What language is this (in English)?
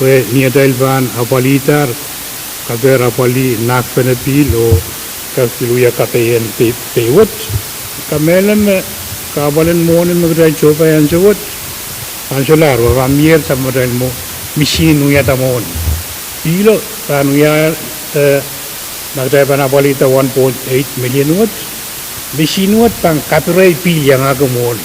Pohnpeian